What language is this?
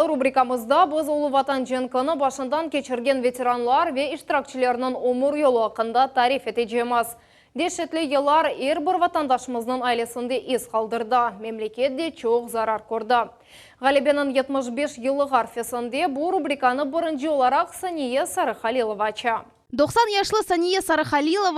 Crimean Tatar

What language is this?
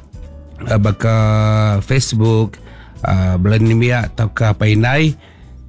Iban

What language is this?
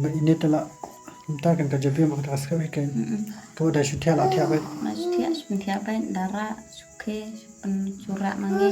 Khasi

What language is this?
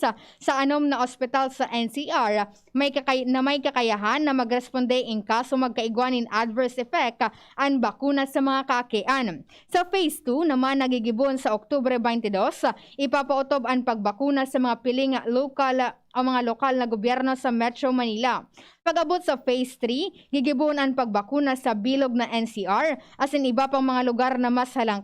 Bikol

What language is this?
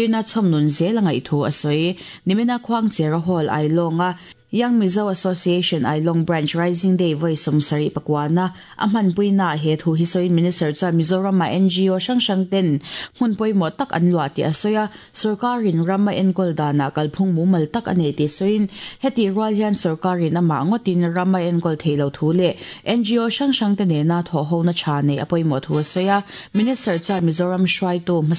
Mizo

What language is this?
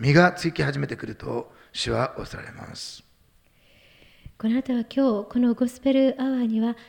Japanese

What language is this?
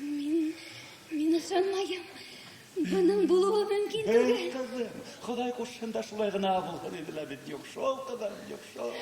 Bashkir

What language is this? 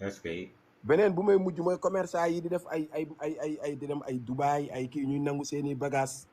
Wolof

